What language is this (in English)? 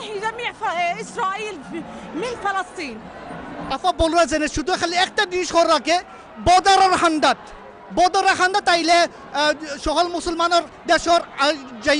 Sylheti